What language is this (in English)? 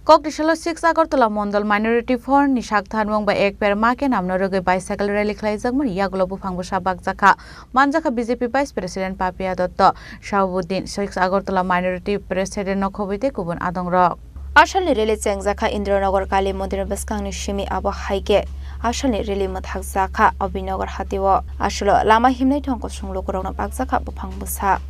Kok Borok